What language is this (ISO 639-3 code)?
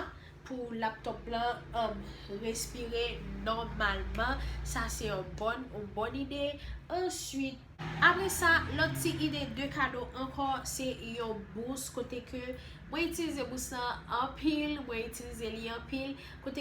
hat